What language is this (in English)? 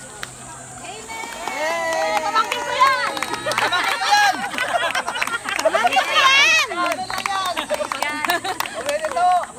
Filipino